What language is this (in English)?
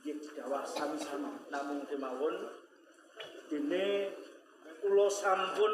Javanese